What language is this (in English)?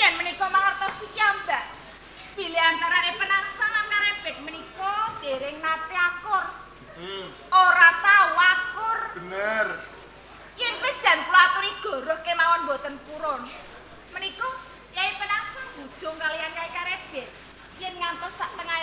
Javanese